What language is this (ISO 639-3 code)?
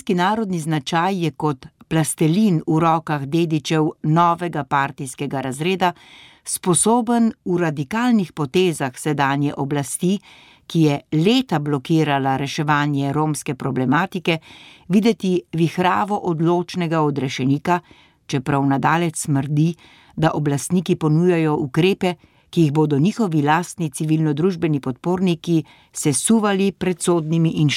slv